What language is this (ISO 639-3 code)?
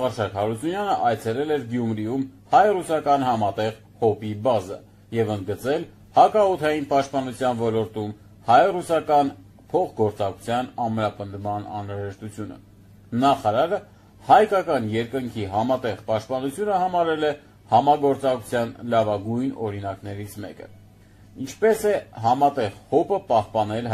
hye